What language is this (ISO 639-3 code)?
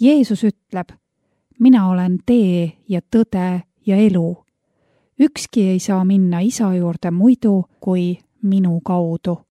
est